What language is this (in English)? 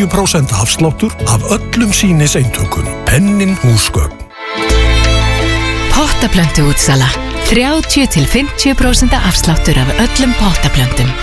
Icelandic